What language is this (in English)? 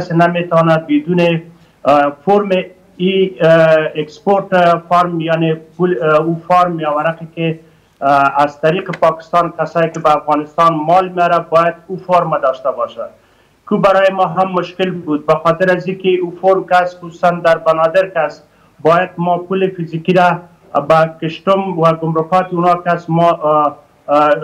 Persian